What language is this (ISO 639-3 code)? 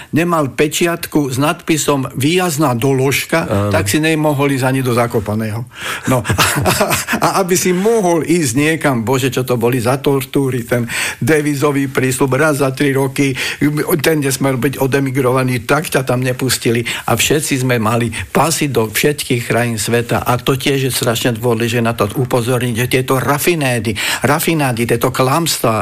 slk